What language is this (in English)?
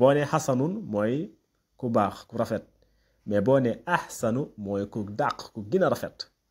Wolof